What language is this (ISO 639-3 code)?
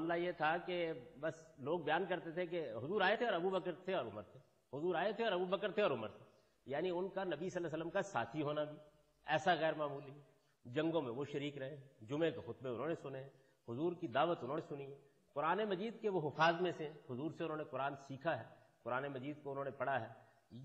urd